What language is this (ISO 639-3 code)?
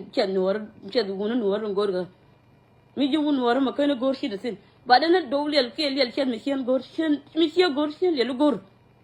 nus